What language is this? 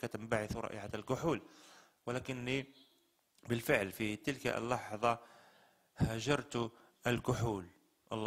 Arabic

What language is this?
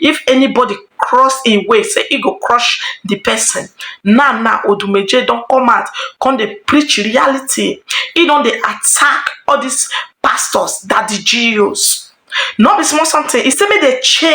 Nigerian Pidgin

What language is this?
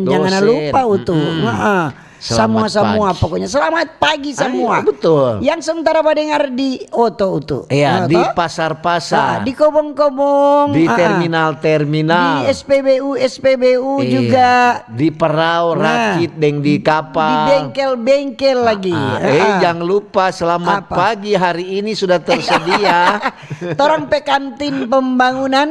Manado Malay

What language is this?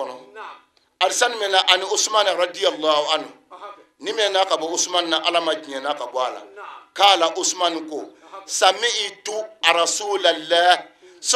Bambara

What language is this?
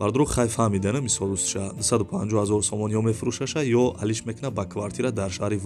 Tajik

